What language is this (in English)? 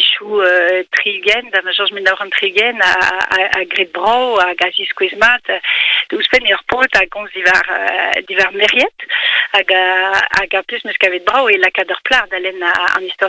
Breton